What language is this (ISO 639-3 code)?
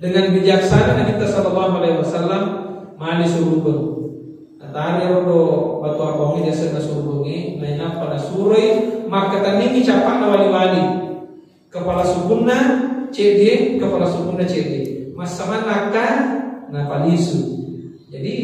bug